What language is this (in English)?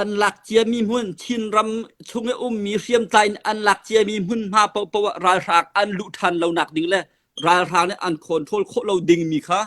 Hakha Chin